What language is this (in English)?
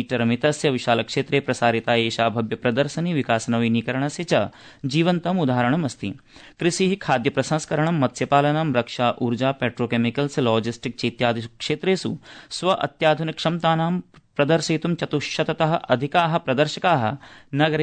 Sanskrit